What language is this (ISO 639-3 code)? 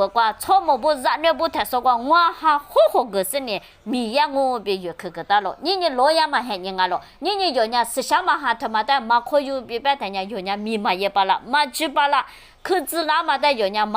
lis